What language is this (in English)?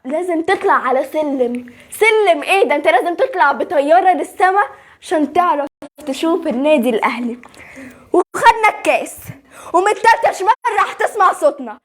Egyptian Arabic